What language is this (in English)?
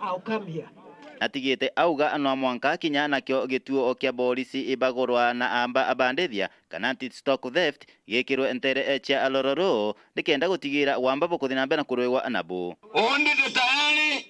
Meru